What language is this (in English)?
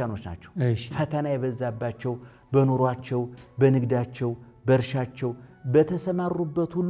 Amharic